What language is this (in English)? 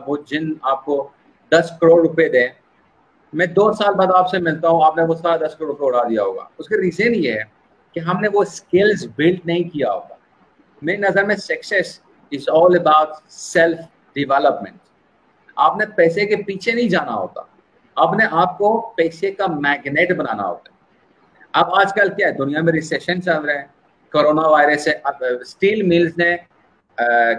Urdu